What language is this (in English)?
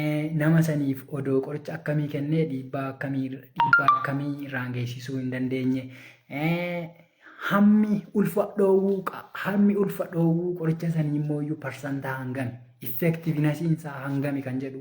Oromo